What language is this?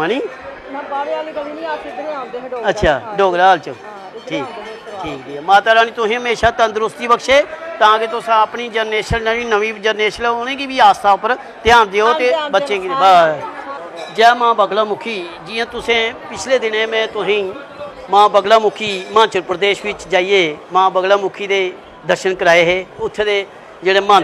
Dogri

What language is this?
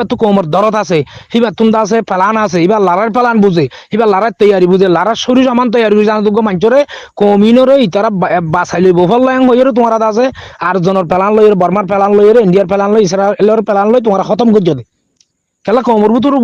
Rohingya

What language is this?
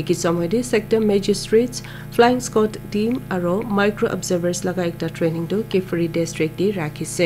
Naga Pidgin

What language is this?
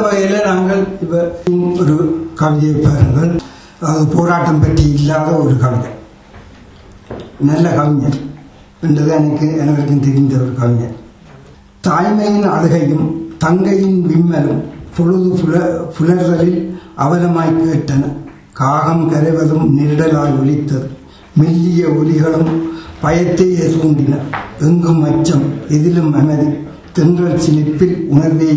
Tamil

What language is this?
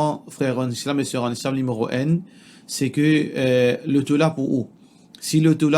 Morisyen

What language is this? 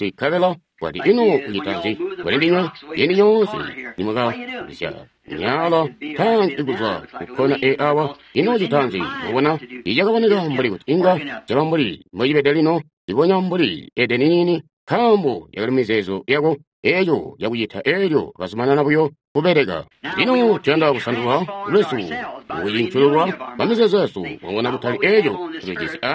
Tonga (Zambia)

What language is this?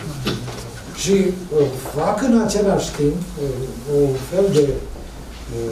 Romanian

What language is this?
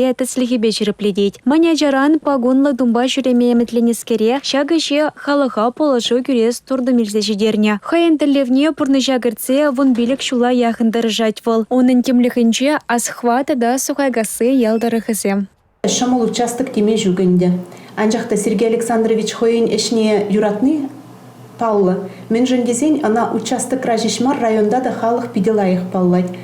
Chuvash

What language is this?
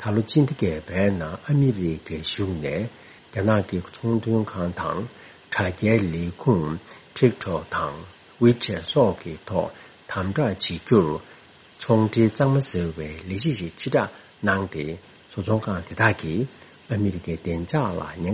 Tibetan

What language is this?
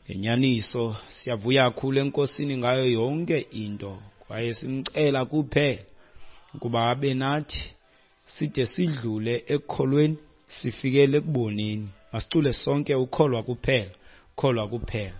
Xhosa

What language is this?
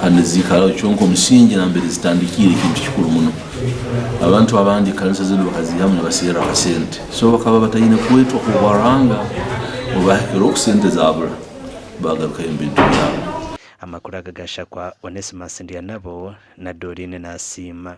Nyankole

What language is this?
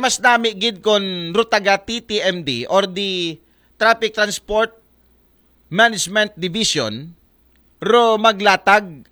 Aklanon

